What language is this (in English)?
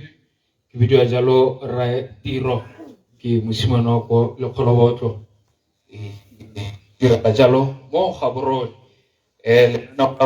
Tswana